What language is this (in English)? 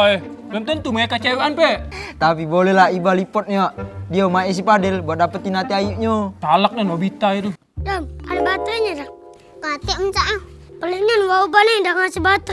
Musi